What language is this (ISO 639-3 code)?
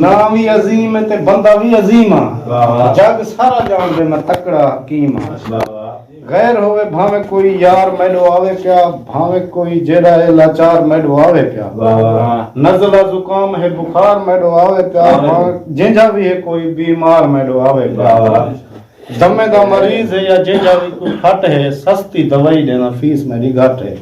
skr